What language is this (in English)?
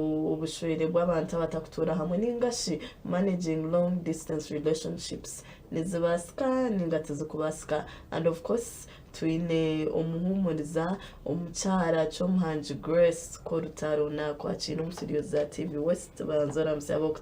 Nyankole